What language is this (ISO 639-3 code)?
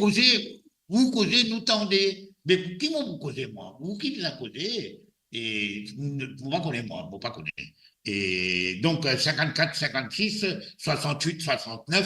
mfe